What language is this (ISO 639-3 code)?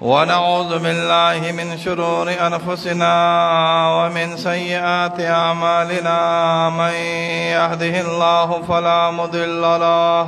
pus